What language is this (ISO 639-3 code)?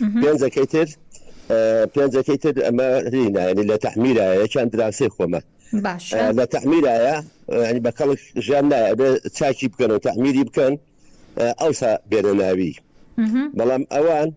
ckb